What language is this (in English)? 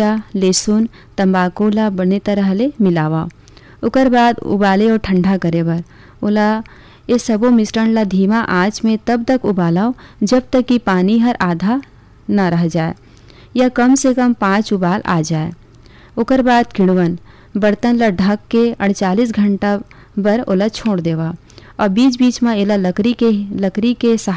Chhattisgarhi